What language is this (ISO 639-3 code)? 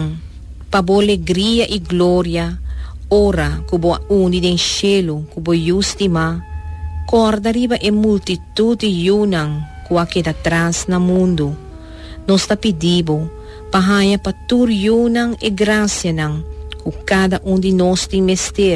pap